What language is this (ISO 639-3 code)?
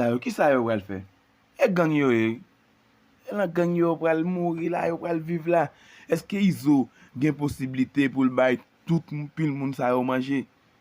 hat